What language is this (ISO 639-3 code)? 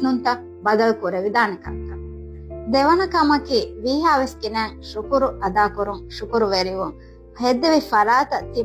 div